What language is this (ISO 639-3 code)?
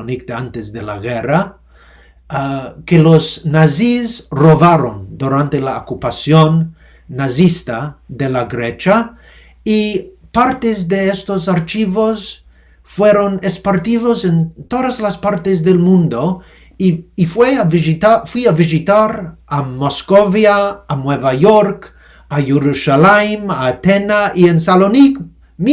lad